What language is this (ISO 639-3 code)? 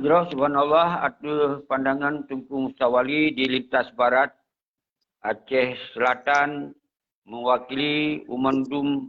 ace